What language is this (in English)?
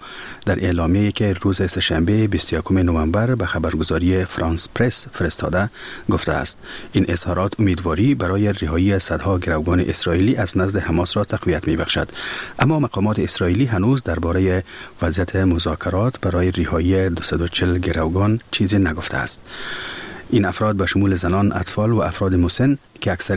Persian